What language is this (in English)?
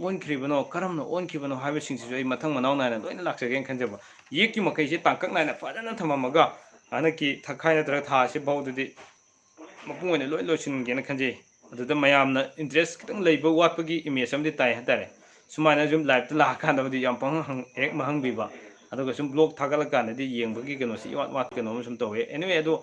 Manipuri